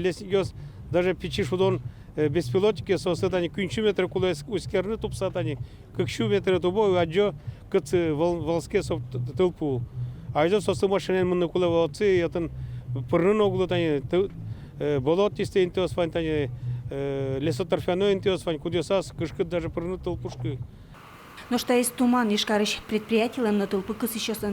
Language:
Udmurt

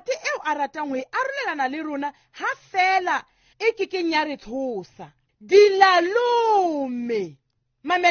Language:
Southern Sotho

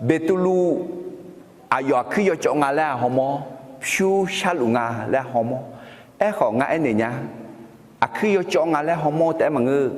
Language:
Akha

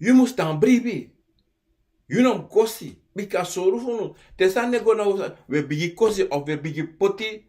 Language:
Sranan Tongo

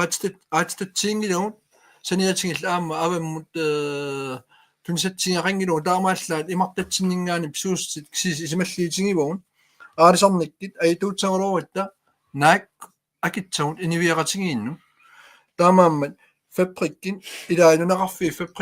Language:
Kalaallisut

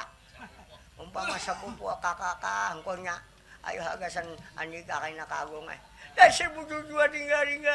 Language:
Banjar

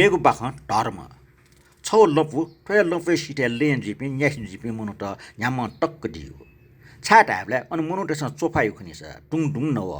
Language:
Newari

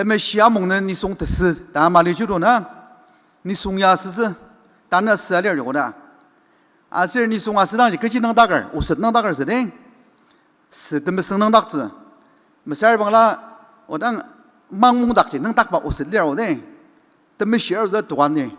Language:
Ao Naga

